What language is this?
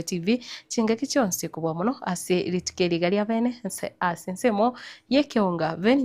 Gusii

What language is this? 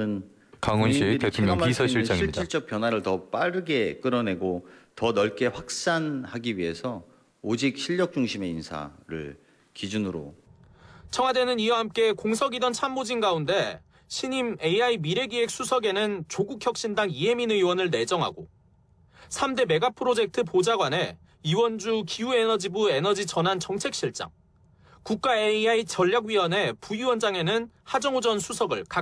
Korean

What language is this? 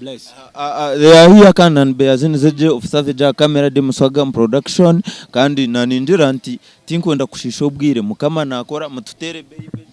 Nyankole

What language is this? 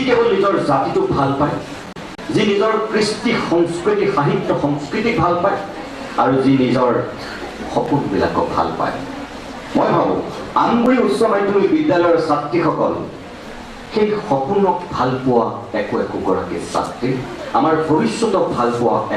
Assamese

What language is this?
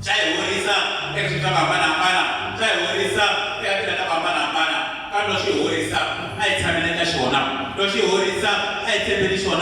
Tsonga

